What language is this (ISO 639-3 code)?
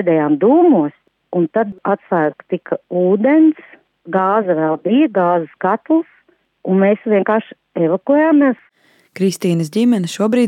lav